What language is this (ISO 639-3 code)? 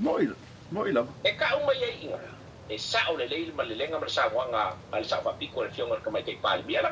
smo